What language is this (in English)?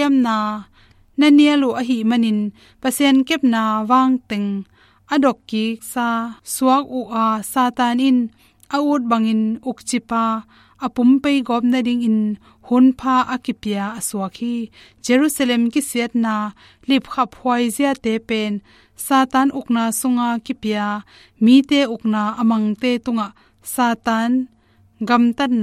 Tedim Chin